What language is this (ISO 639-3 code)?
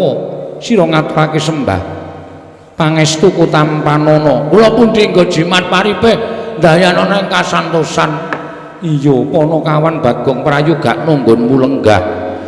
jav